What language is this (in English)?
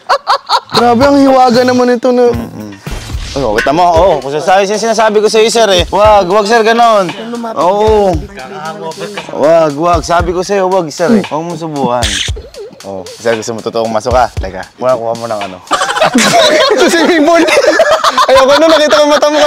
Filipino